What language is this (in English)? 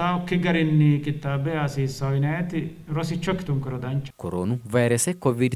Sidamo